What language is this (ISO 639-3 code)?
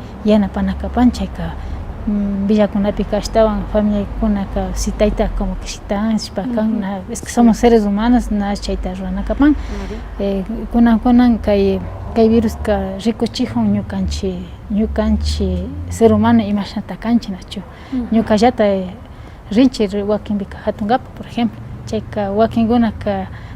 qvi